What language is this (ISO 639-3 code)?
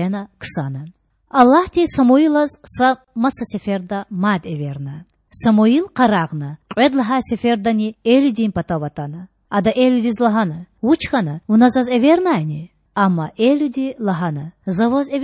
lez